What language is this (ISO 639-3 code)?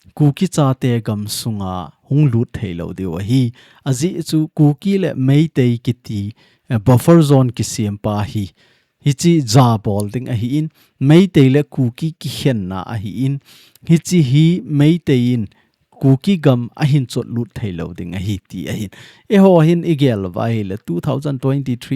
tcz